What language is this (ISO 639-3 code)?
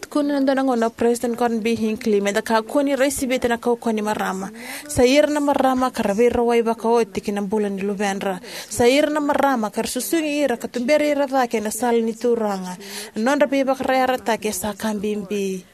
fij